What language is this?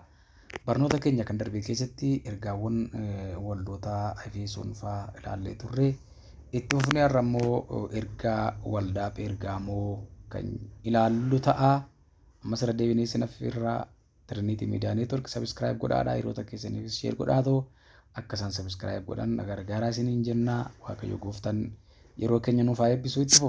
Oromo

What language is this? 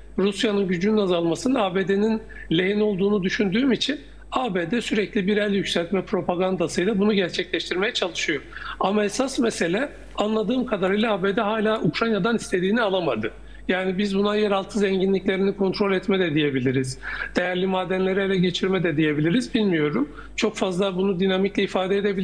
Turkish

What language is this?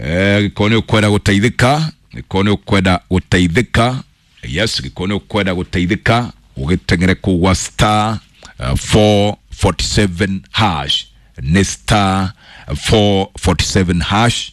Kikuyu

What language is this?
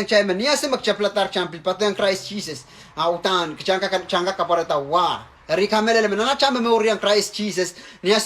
Pohnpeian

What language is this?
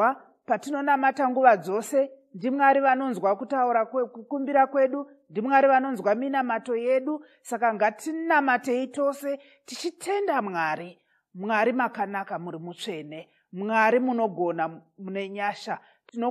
Shona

